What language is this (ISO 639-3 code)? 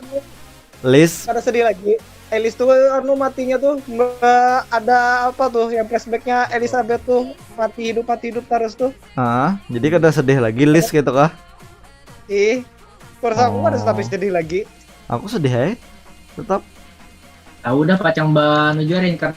bjn